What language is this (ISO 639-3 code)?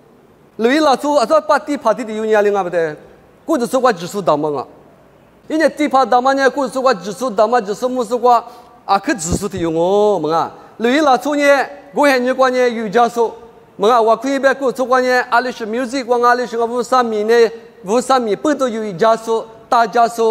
lis